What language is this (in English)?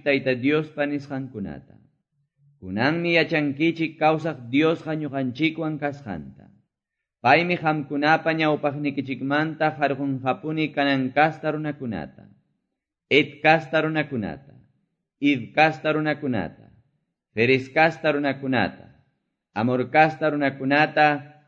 Quechua